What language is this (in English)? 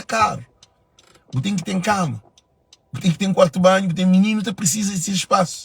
Kabuverdianu